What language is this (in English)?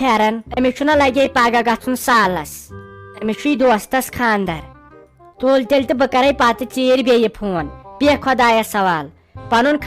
Kashmiri